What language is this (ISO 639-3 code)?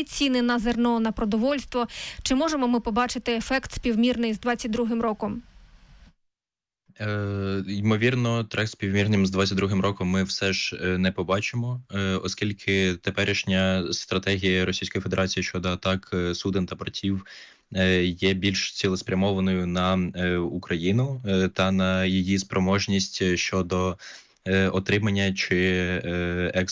ukr